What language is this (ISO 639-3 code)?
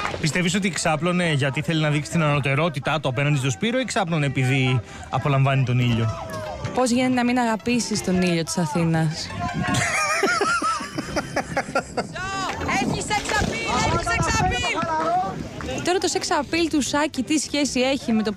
ell